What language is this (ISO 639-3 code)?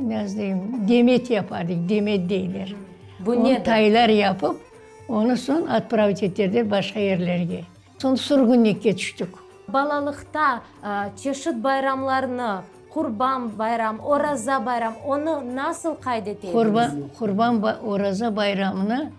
crh